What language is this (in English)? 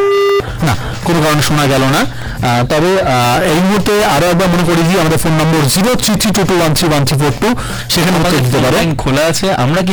Bangla